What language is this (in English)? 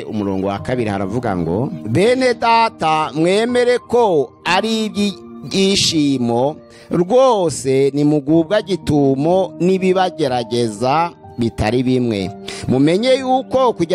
Kinyarwanda